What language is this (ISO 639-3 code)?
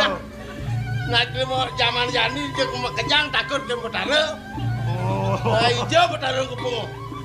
ban